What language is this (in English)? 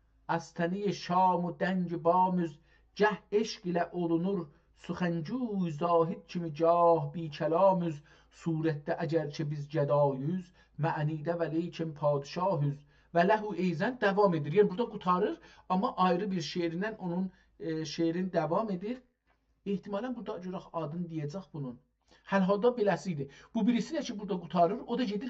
South Azerbaijani